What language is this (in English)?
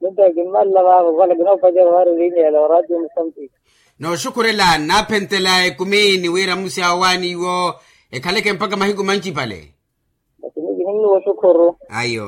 Makhuwa